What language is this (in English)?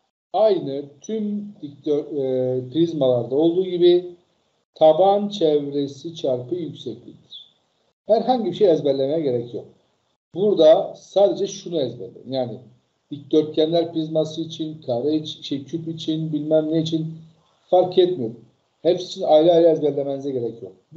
Turkish